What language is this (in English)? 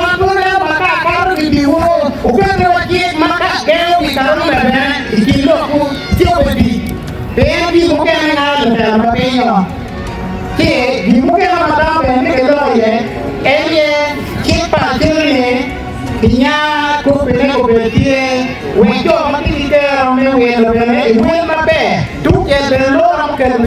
Acoli